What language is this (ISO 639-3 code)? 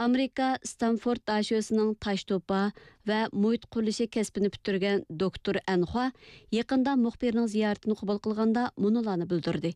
uig